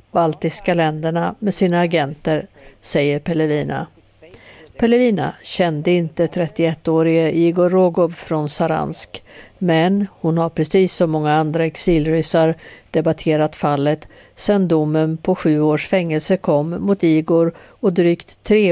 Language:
Swedish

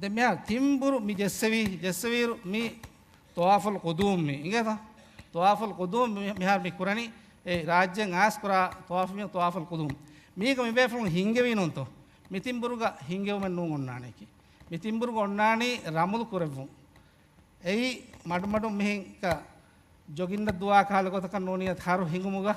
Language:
Divehi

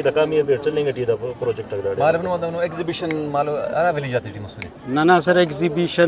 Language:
Brahui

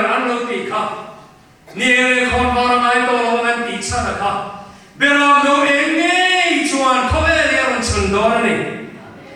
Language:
Mizo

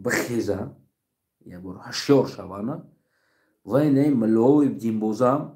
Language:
Tajik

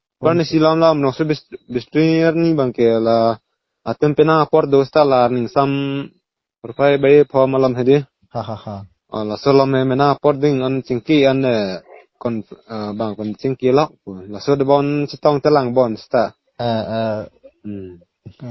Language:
Karbi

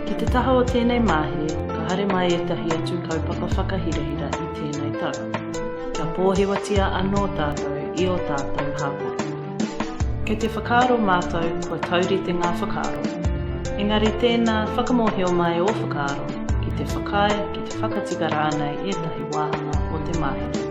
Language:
Māori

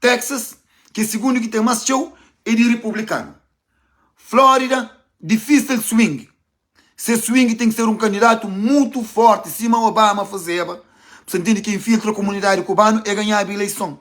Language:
Kabuverdianu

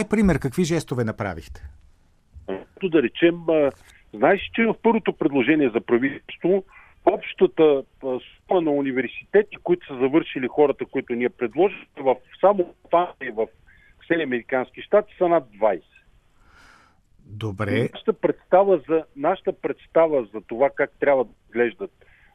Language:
Bulgarian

